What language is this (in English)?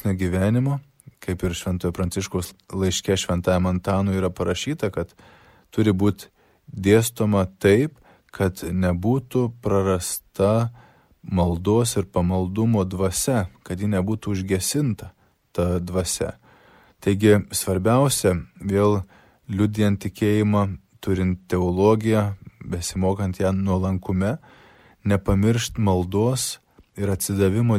Lithuanian